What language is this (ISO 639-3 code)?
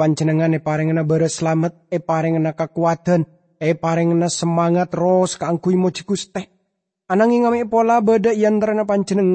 mad